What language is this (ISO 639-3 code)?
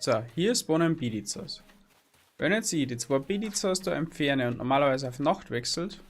bar